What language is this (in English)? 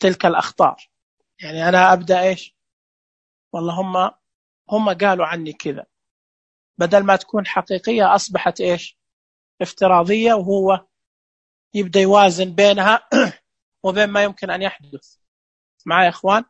Najdi Arabic